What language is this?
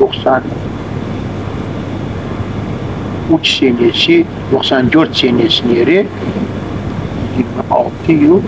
Crimean Tatar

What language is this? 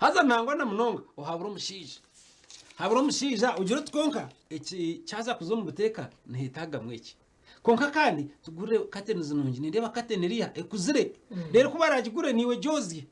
Nyankole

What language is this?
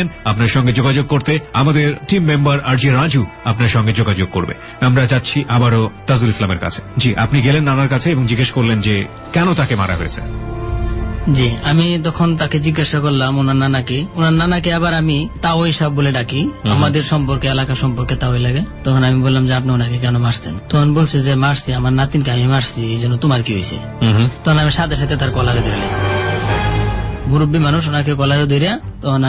Bangla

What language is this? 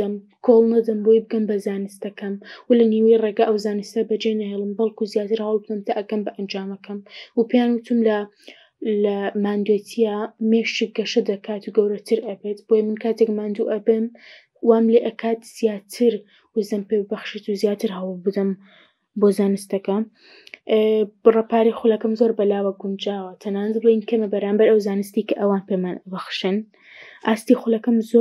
Central Kurdish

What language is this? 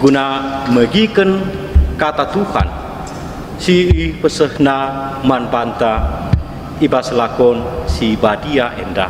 Batak Karo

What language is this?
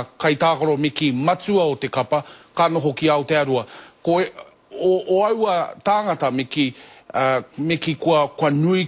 Māori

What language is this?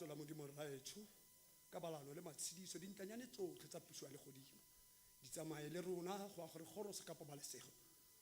Tswana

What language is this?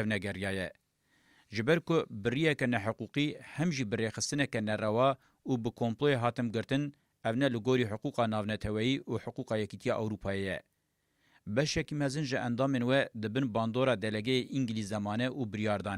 Kurdish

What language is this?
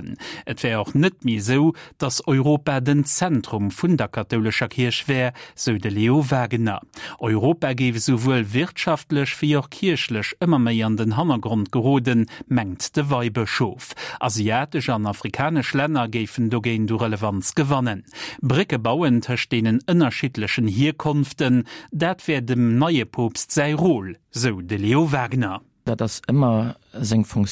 Luxembourgish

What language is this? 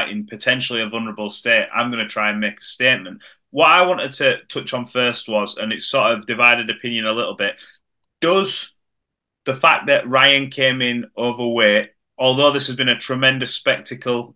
English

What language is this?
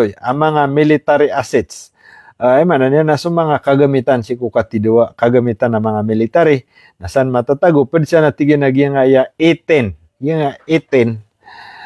Maranao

